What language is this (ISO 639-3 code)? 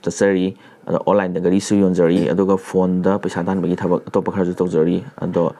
mni